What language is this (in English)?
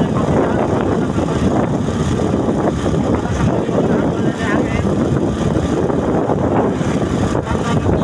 Chhattisgarhi